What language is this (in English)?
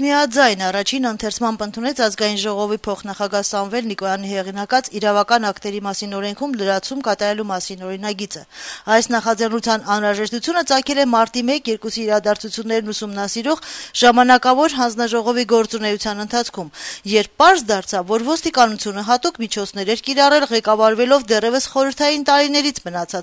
Armenian